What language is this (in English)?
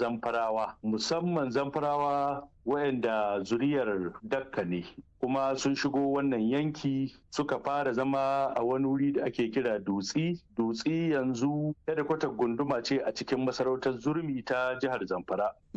Hausa